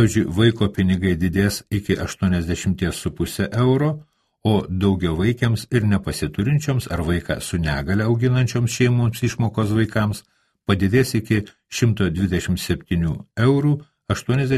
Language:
Lithuanian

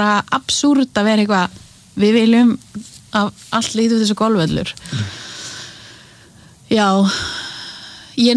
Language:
Icelandic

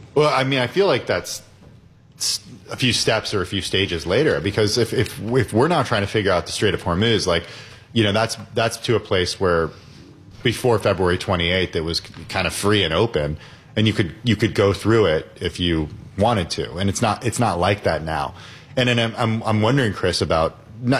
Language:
English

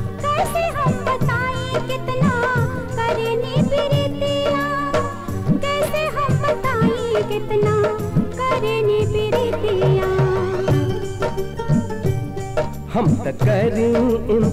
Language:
Bhojpuri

